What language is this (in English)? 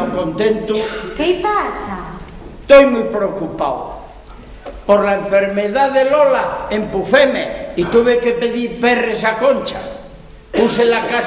Asturian